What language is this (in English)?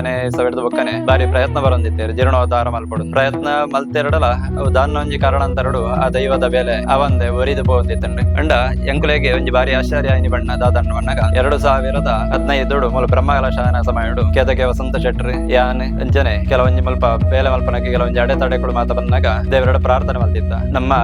Tulu